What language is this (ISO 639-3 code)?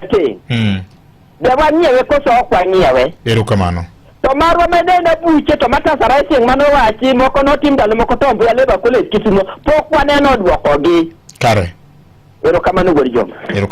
luo